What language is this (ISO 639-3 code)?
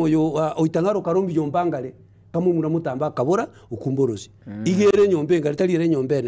guz